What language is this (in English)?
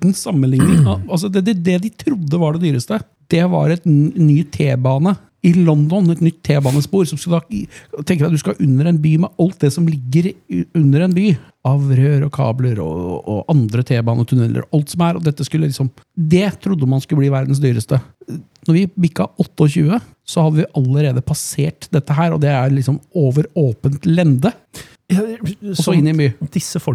Norwegian